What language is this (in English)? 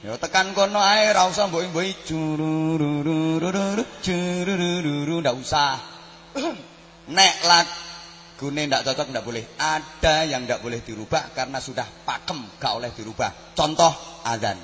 Javanese